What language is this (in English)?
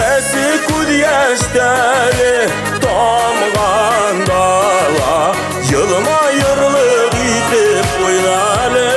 Bashkir